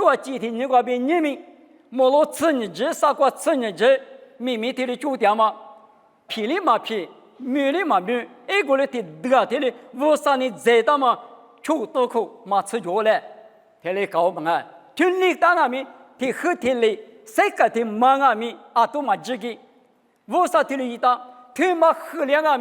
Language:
Lisu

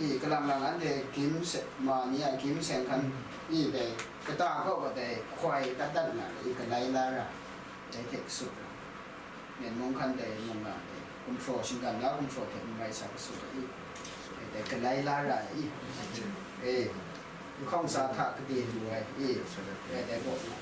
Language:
Kachin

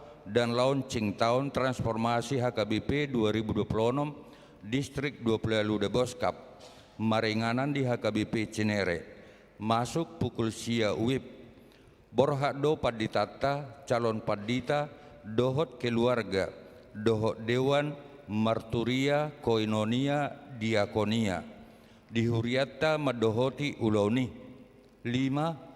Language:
Batak Toba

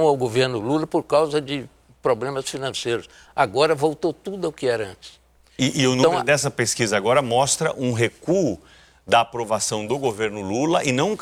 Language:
Portuguese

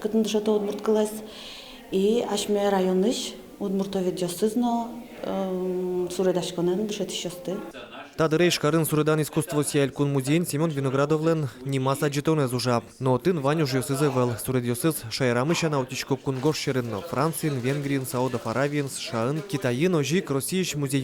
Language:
Udmurt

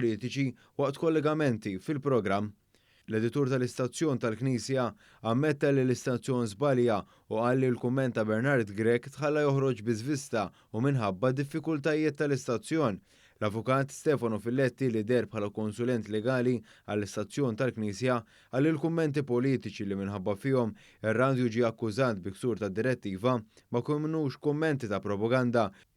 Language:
Maltese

